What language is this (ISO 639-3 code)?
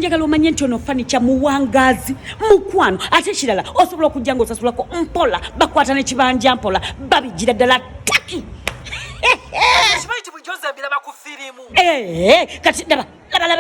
lug